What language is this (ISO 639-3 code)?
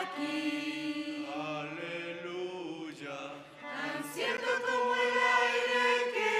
quh